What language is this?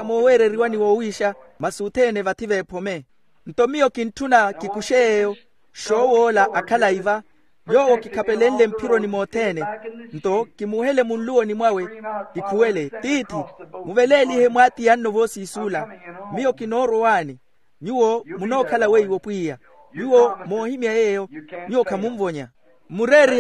Makhuwa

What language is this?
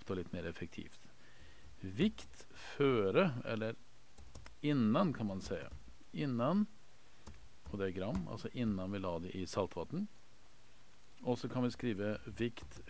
Norwegian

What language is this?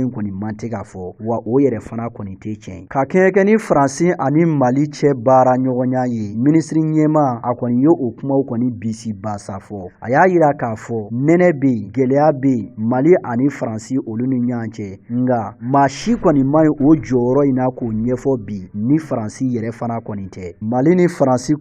Bambara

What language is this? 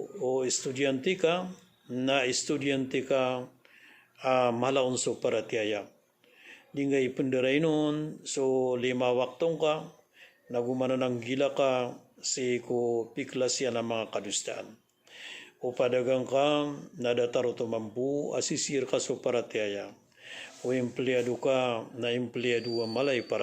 Maranao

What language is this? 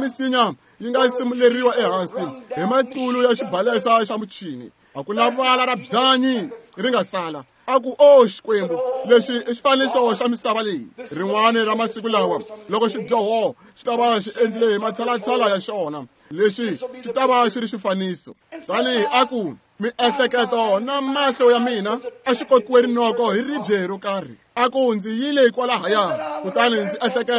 Tsonga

